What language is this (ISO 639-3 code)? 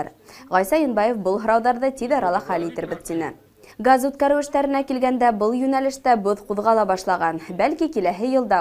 bak